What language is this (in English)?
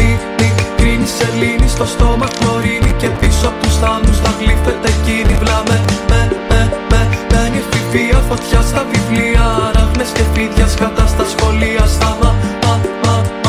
Greek